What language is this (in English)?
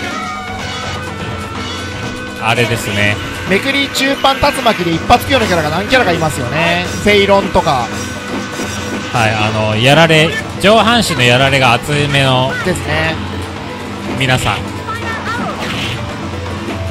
Japanese